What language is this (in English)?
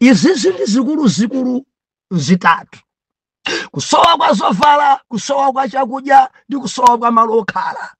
Nyanja